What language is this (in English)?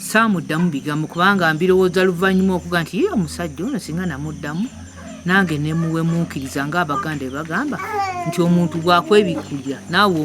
Ganda